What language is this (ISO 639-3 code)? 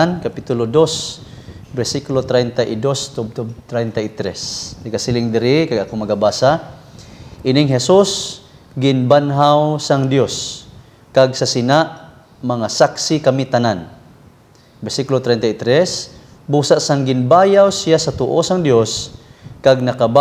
hil